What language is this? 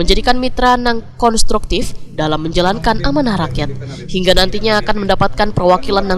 Banjar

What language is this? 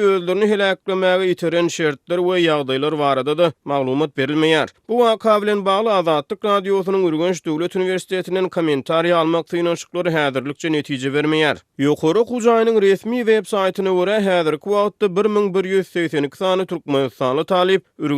Turkmen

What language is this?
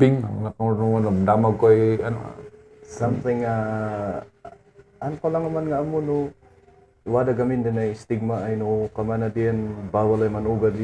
Kankanaey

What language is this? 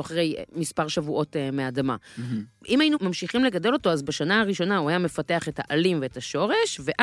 Hebrew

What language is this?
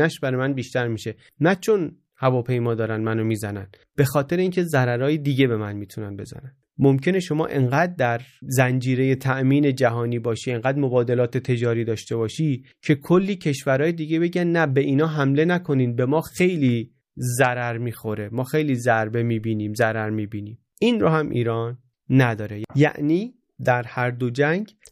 Persian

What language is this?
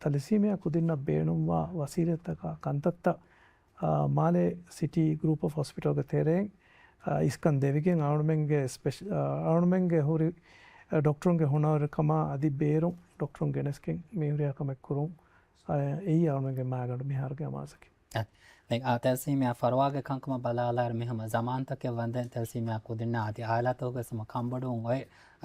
Divehi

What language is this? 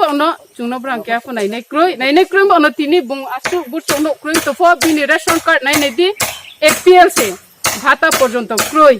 Riang (India)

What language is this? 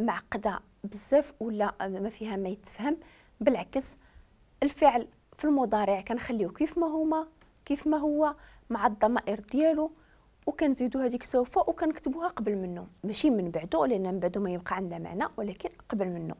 Moroccan Arabic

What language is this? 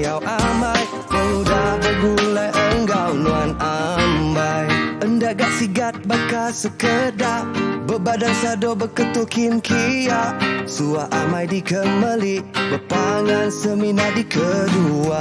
Iban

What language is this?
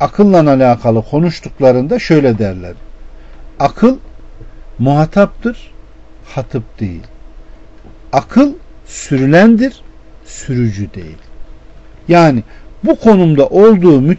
Turkish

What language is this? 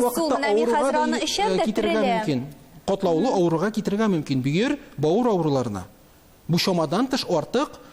Tatar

